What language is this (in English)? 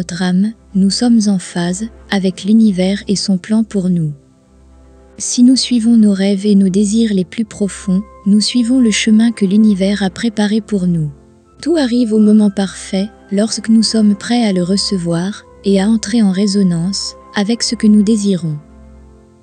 French